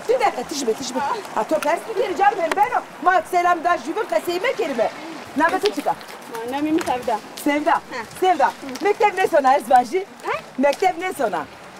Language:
Zaza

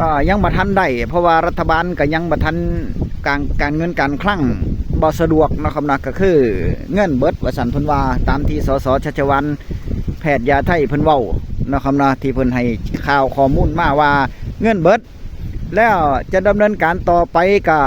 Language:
Northeastern Thai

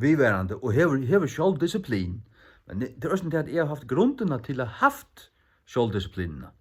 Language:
Faroese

